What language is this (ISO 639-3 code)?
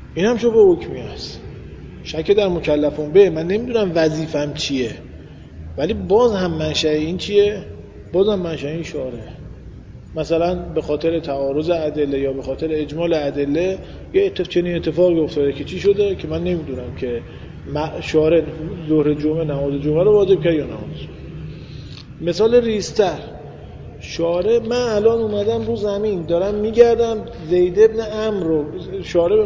fas